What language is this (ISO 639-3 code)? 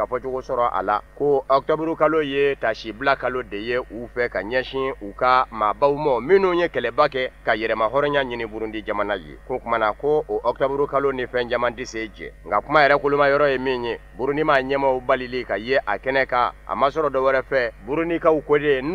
bam